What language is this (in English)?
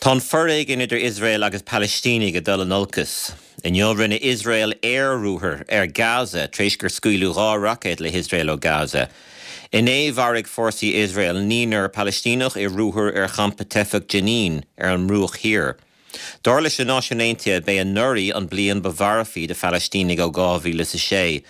Irish